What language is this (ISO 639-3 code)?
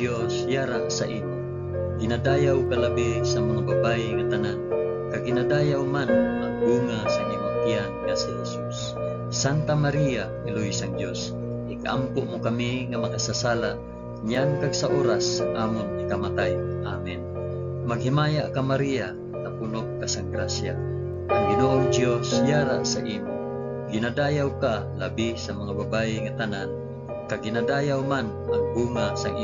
hil